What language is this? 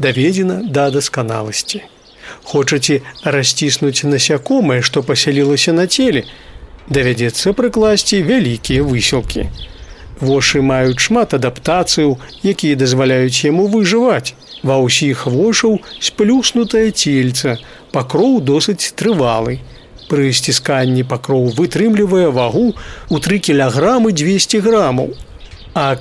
Belarusian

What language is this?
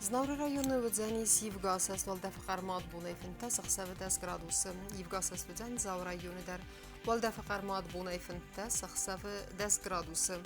Ossetic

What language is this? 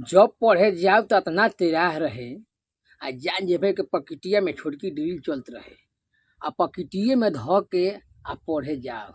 Bhojpuri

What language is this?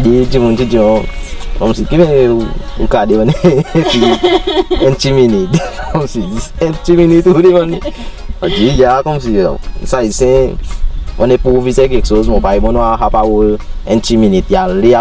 Seselwa Creole French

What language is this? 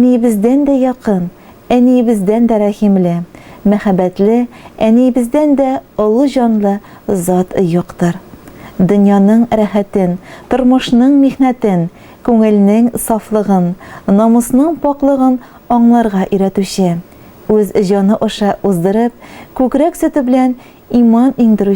Tatar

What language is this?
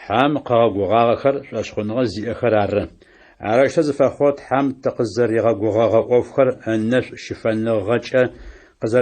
Adyghe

